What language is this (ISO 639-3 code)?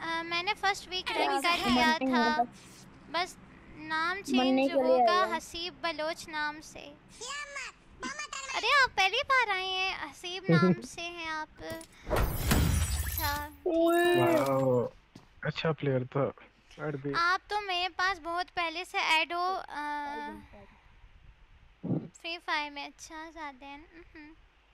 hin